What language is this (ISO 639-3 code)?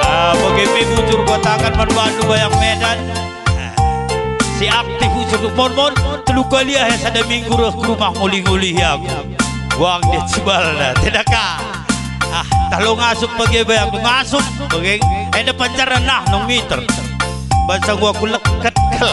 btx